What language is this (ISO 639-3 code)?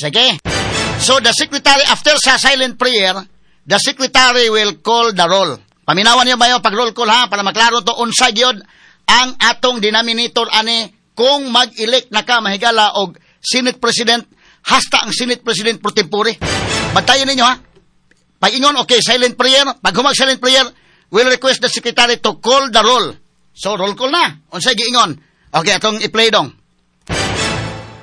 ceb